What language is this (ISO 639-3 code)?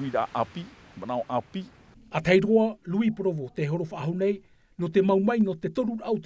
tah